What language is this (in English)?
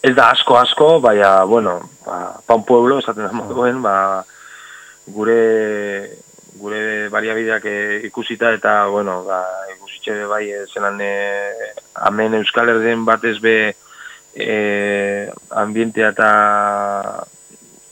Basque